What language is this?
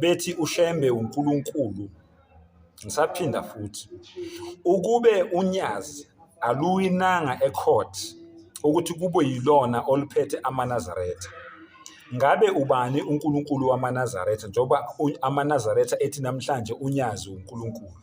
Zulu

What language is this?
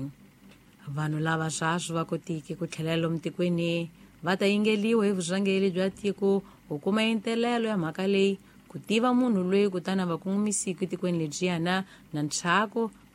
Tsonga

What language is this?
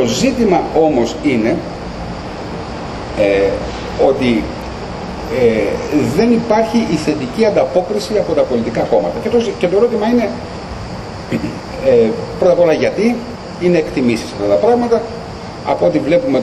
Greek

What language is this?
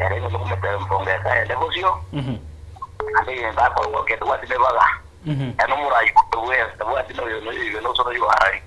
Gusii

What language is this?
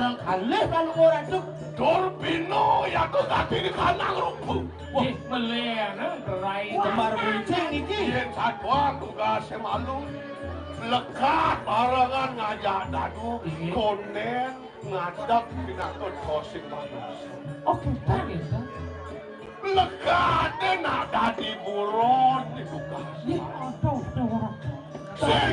Balinese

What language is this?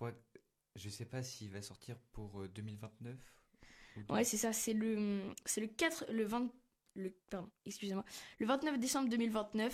French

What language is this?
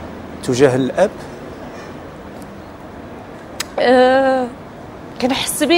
Moroccan Arabic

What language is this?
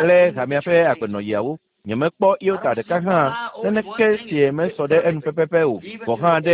Ewe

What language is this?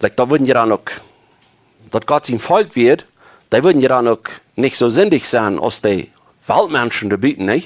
Plautdietsch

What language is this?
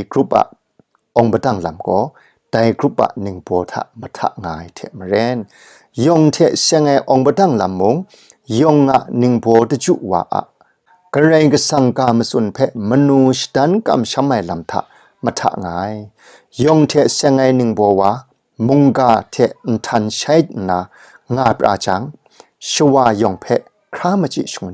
Kachin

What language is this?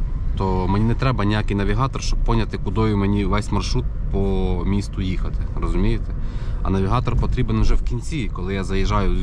Ukrainian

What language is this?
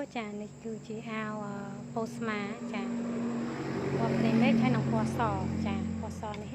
Khmer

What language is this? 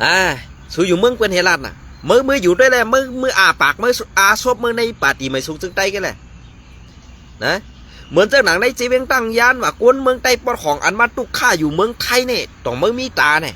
Shan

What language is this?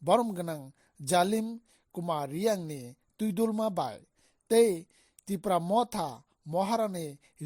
Kok Borok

